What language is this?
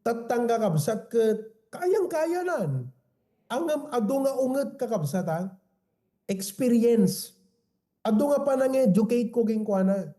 Iloko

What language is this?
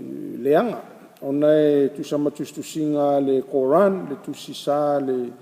Samoan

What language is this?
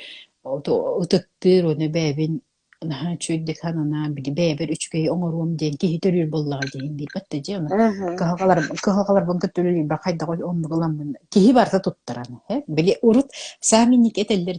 Yakut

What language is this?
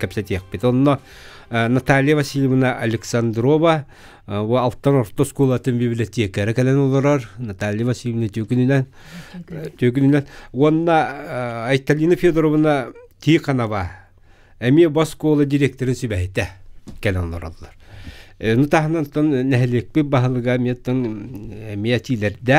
Yakut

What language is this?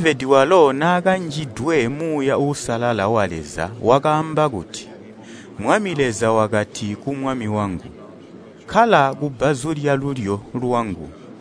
Tonga (Zambia)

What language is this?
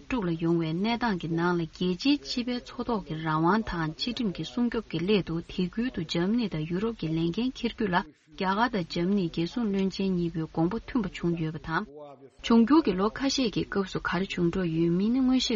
Tibetan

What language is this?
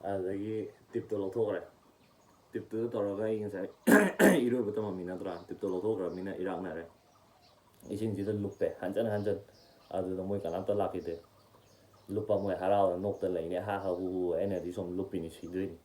Manipuri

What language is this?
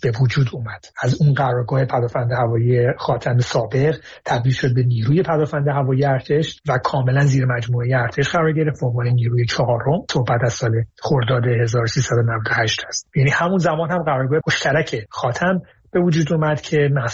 Persian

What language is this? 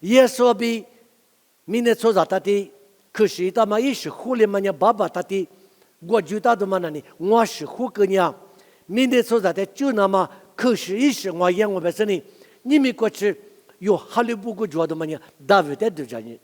Lisu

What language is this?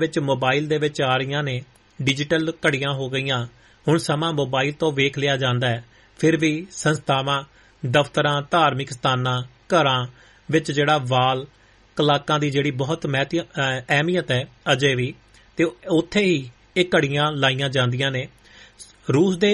Punjabi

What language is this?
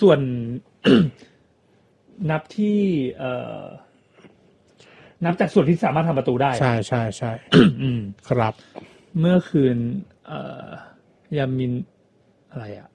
Thai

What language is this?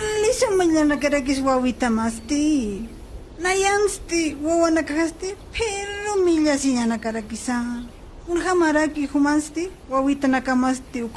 Aymara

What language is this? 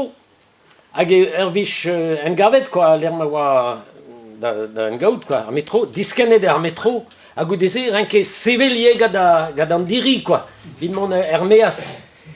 Breton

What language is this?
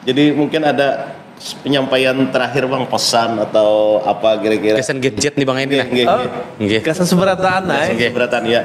Banjar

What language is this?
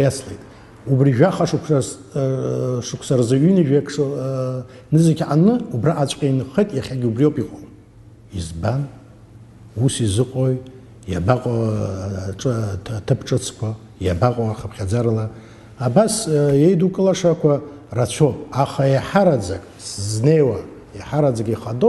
Abkhazian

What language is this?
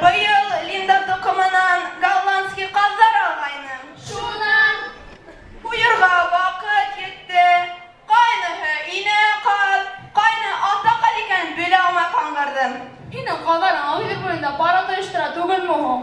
Bashkir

